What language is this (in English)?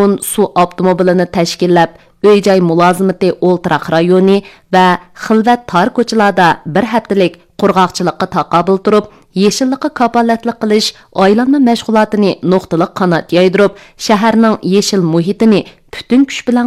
Uyghur